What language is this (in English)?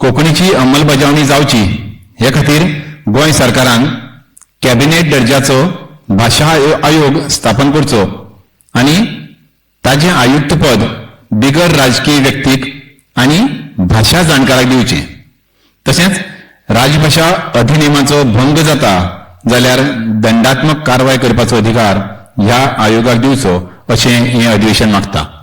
Konkani